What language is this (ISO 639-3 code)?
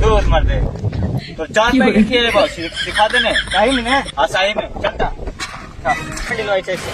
mag